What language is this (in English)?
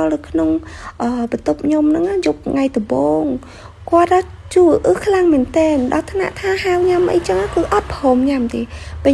Khmer